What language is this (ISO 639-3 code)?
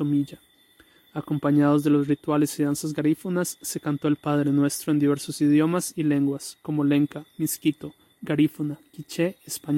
spa